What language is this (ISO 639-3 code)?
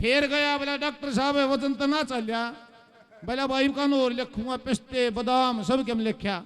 bgc